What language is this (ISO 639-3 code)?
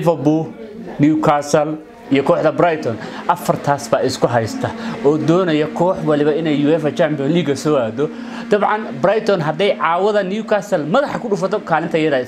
som